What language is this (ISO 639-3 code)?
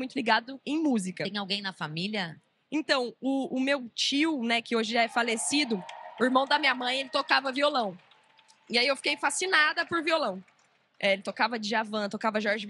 por